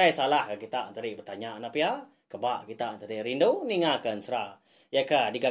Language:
Iban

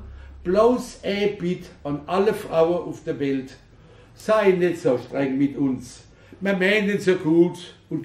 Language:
Palatine German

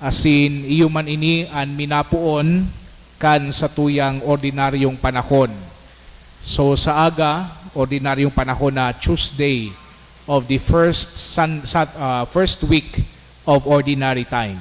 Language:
Bikol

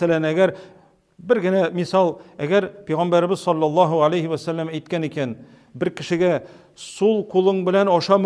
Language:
Tatar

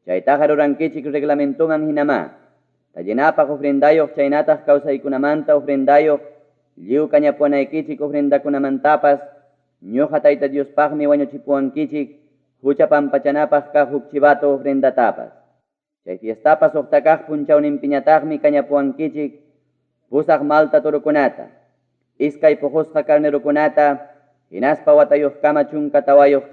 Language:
Ayacucho Quechua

